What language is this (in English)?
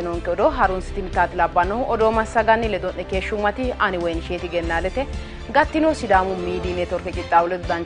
Sidamo